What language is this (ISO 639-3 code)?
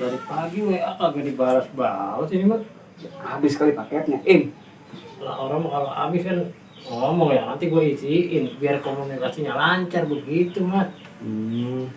bew